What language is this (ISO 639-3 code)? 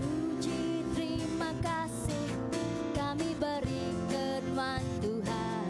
iba